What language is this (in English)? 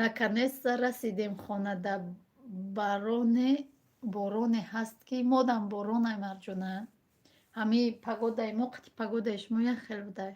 Tajik